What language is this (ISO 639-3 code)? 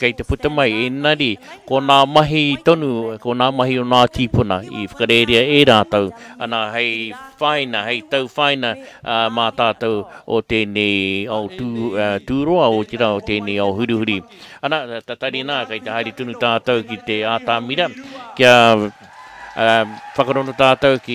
mri